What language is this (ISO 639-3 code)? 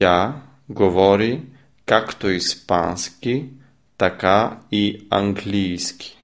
srp